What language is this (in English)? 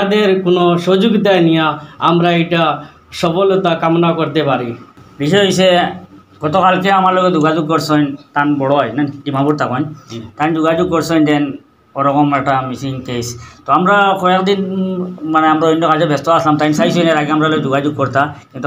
Sylheti